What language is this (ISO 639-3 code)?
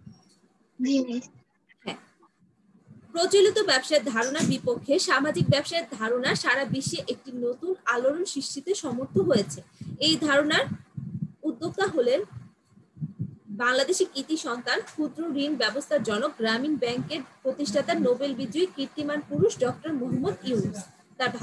ben